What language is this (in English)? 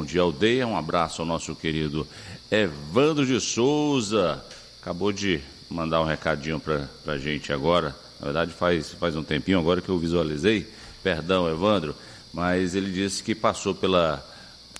Portuguese